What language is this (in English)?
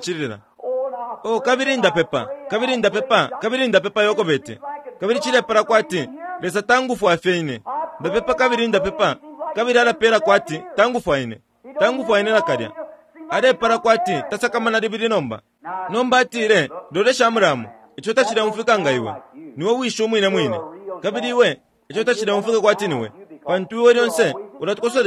Bemba